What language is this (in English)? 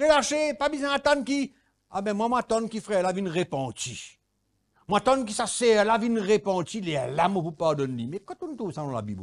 Morisyen